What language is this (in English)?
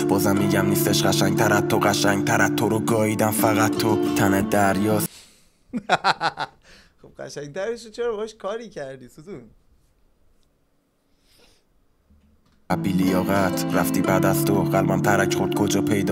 Persian